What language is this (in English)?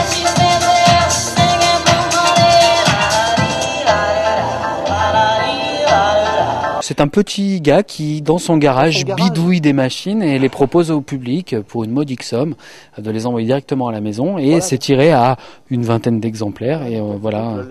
French